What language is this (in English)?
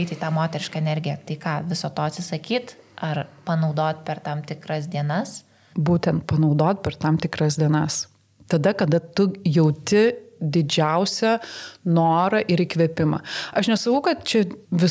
Lithuanian